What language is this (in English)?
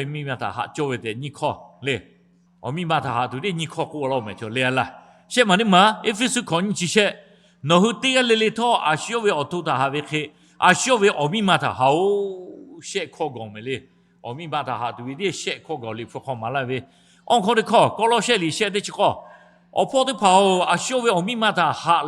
Lahu